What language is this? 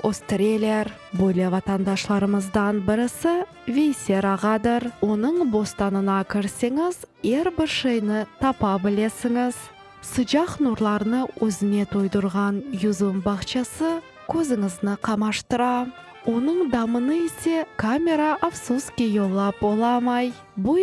Crimean Tatar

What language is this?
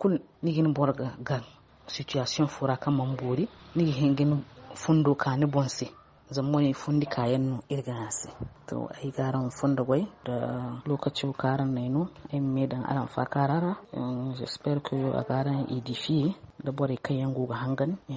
Zarma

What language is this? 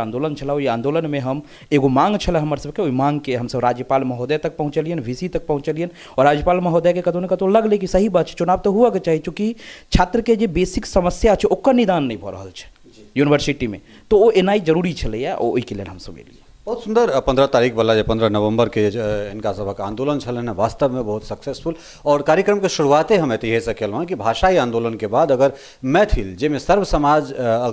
Maithili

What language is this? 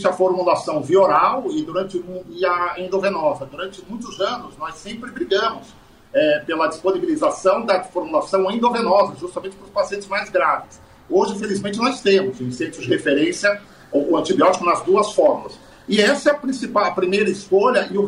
Portuguese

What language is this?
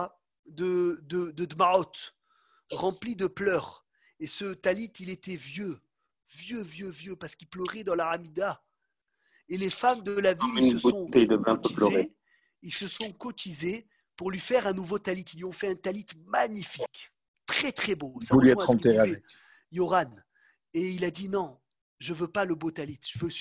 French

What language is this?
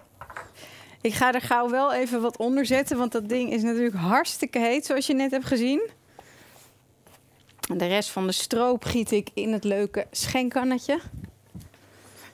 Dutch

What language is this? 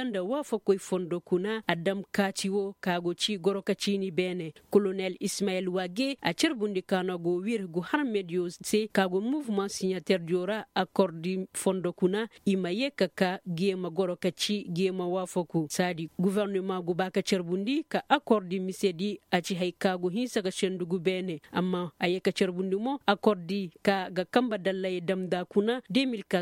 Koyraboro Senni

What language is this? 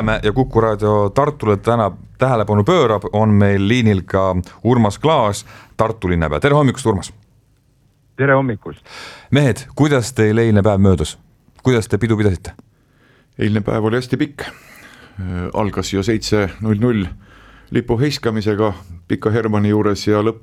Estonian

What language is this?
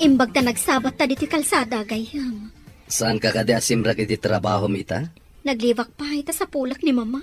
Iloko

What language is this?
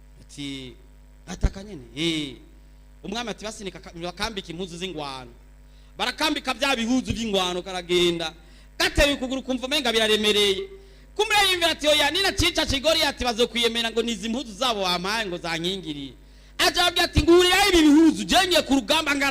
Rundi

